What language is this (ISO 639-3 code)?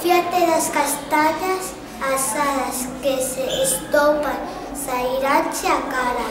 glg